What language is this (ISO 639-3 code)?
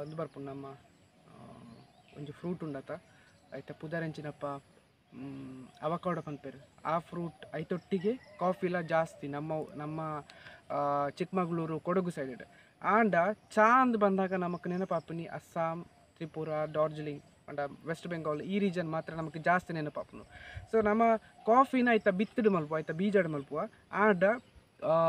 tcy